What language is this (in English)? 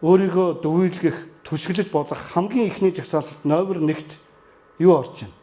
Mongolian